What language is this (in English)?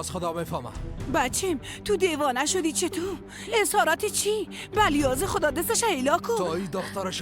Persian